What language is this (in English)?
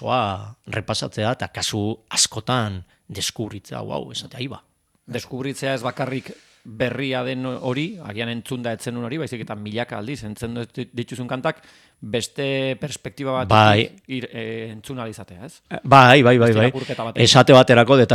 Basque